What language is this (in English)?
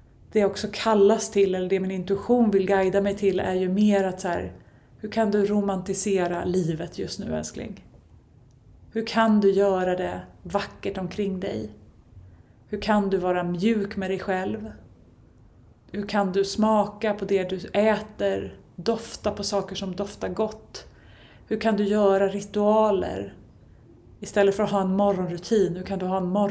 Swedish